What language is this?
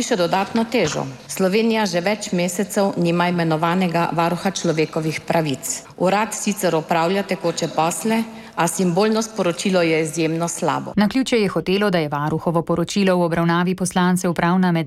Slovenian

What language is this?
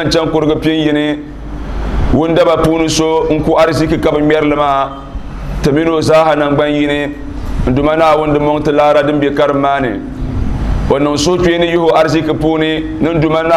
Dagbani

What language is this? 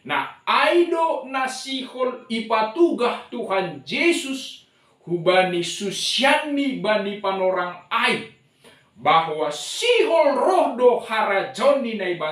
Batak Simalungun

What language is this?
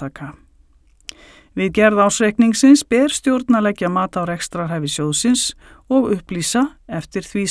Icelandic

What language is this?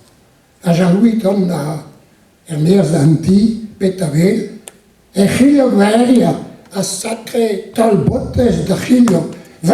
Breton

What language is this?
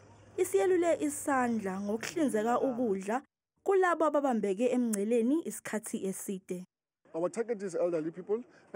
Zulu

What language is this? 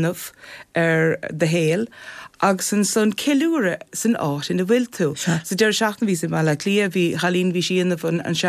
Irish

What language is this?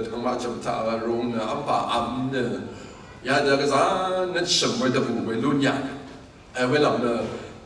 Rawang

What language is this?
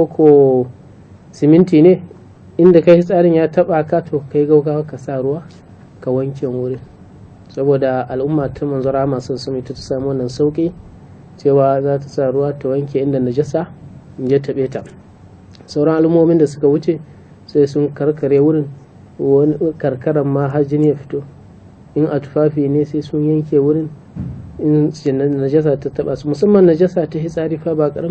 Hausa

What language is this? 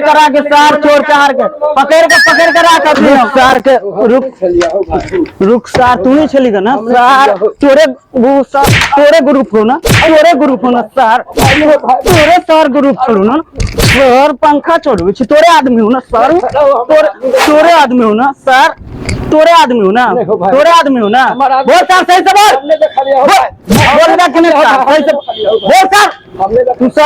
Maithili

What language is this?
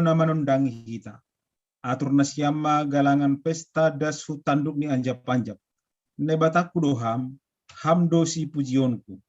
Batak Simalungun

